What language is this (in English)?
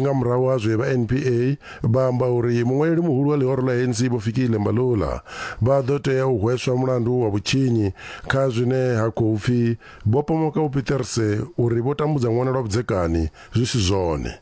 Venda